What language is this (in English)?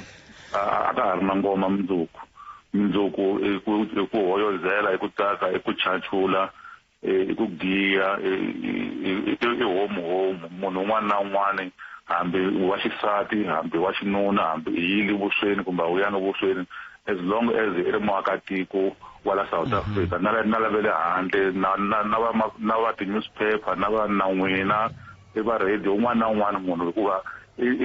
Tsonga